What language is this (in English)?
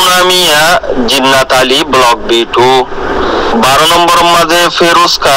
Rohingya